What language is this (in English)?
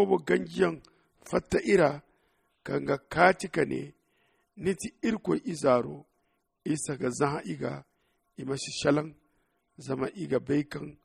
Zarma